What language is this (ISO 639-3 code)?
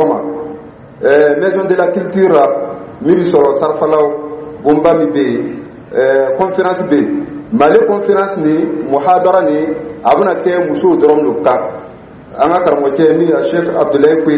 dyu